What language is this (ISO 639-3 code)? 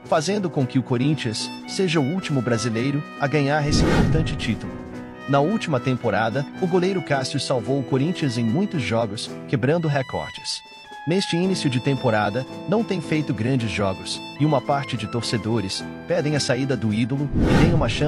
por